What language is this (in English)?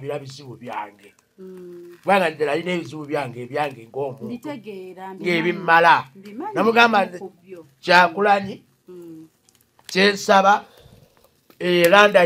Ganda